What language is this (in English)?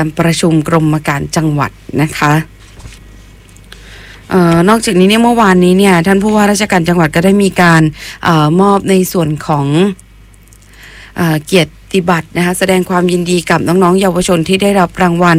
Thai